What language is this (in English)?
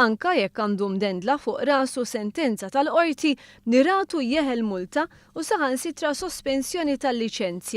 Maltese